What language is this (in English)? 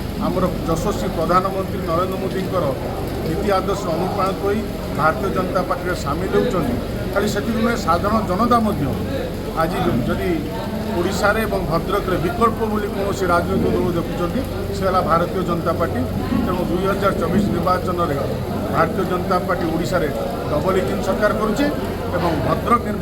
Odia